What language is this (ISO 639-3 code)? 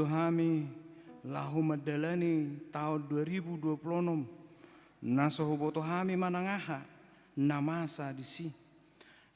bbc